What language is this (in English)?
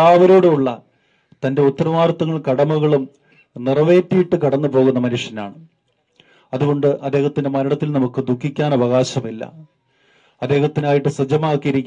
Malayalam